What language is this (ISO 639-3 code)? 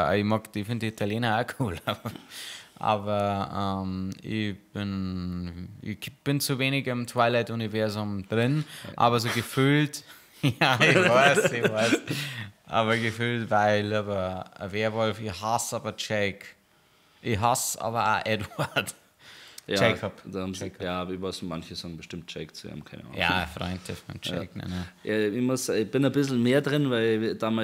bar